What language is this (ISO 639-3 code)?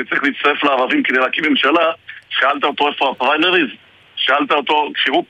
heb